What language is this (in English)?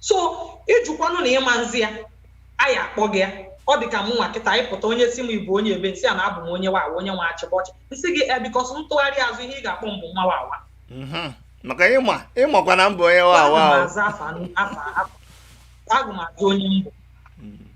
Igbo